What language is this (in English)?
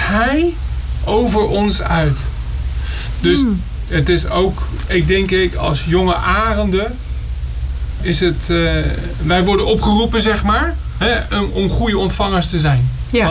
Dutch